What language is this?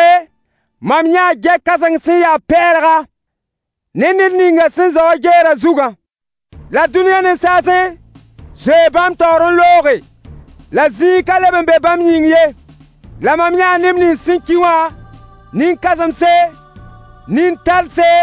Mossi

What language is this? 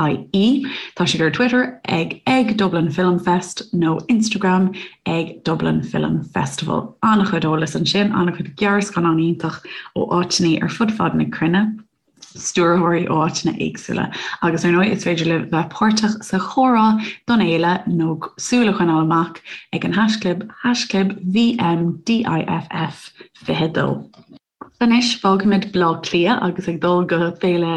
Irish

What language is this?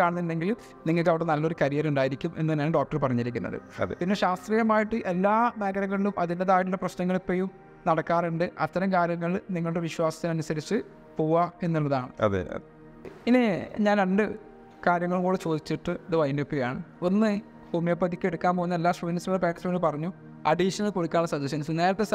Malayalam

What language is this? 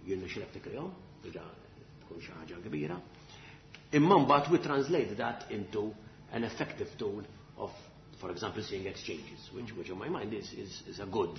Maltese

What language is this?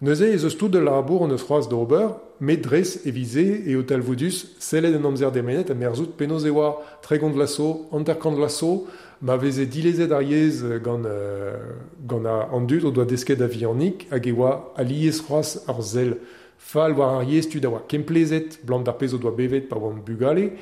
Breton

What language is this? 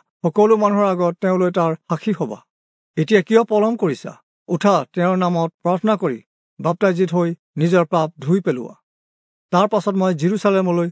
Assamese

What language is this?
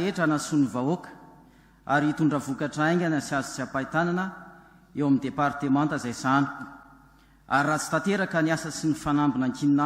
Malagasy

